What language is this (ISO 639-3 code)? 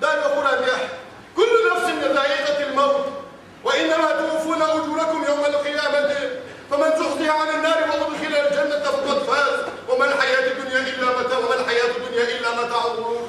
inh